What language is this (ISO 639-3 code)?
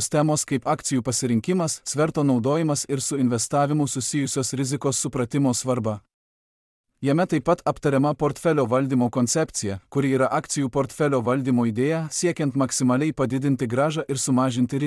lit